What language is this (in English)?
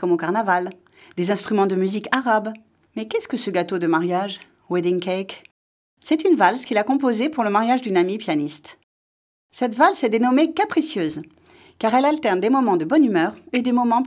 French